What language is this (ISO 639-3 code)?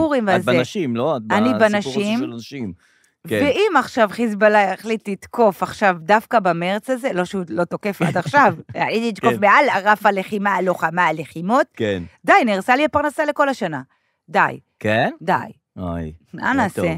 heb